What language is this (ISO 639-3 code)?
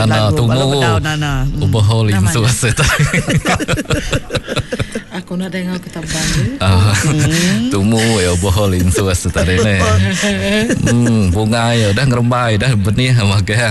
msa